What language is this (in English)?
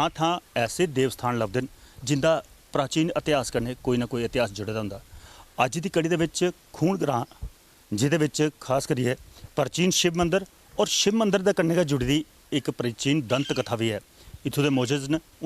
Dogri